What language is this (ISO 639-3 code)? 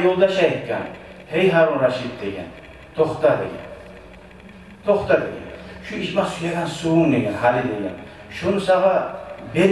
kum